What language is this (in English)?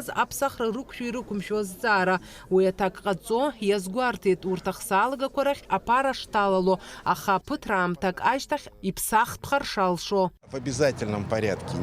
Abkhazian